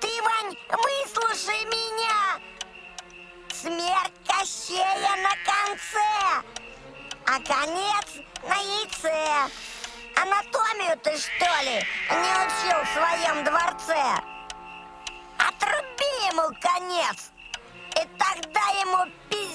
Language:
Russian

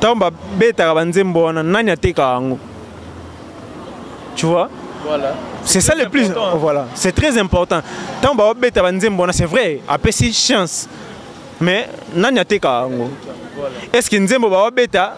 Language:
Lingala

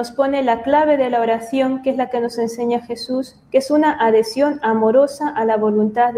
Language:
Spanish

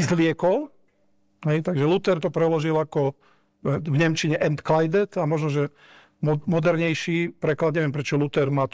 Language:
Slovak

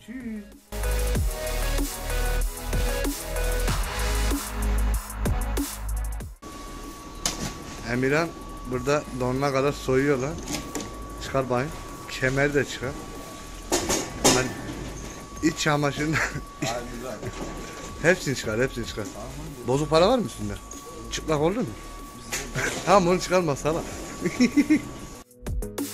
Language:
Turkish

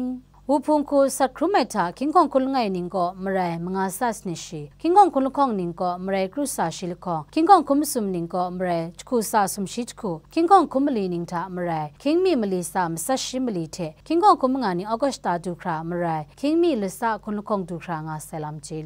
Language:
Kachin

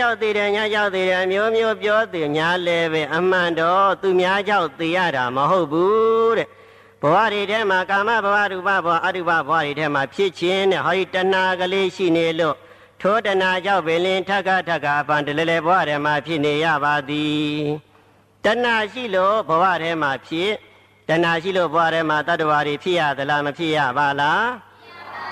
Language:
Burmese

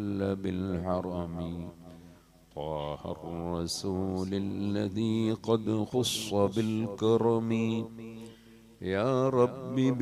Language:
Malayalam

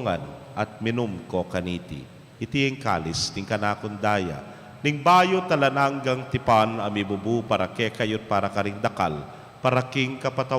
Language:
Pampanga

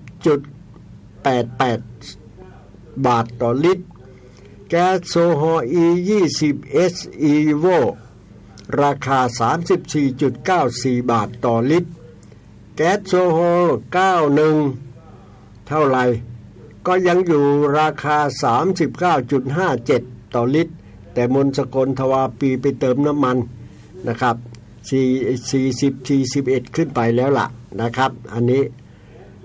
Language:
Thai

